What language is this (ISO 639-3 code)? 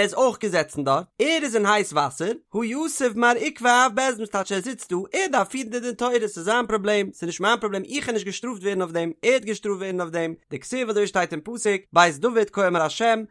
yid